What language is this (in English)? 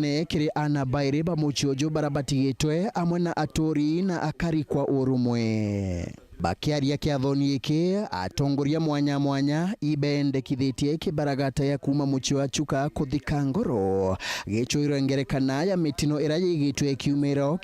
Meru